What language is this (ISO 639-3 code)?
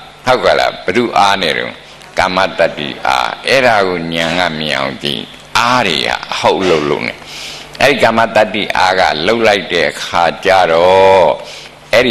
mya